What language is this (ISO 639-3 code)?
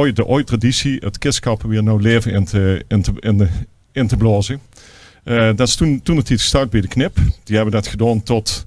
lim